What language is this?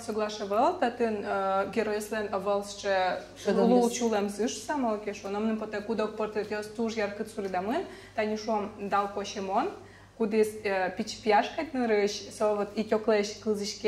Udmurt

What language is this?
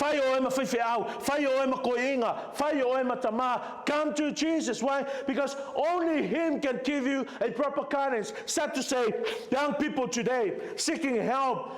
Samoan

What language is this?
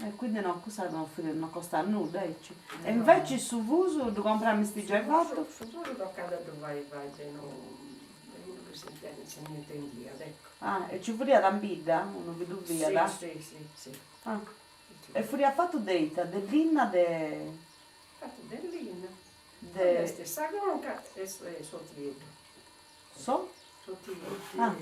Sardinian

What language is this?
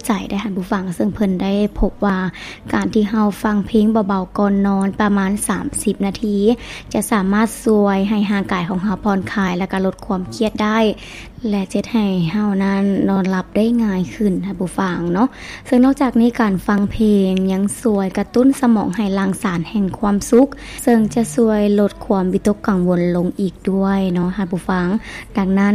Lao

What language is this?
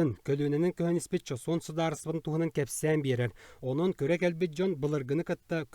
Yakut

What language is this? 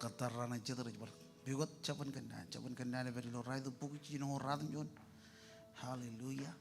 Marshallese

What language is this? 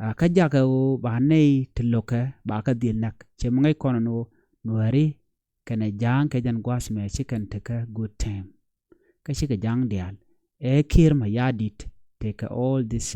Nuer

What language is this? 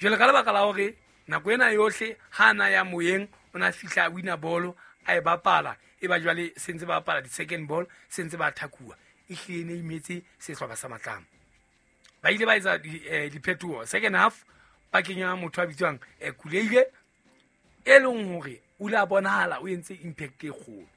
Southern Sotho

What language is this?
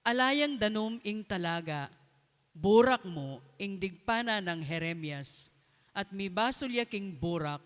Pampanga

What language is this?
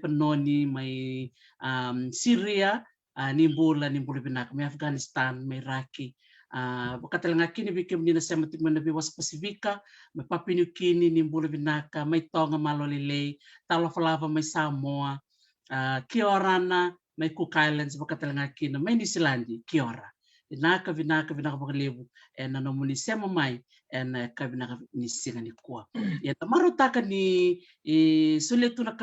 Fijian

